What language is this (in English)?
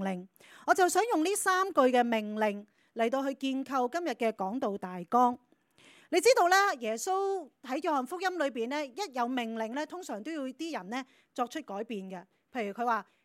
Cantonese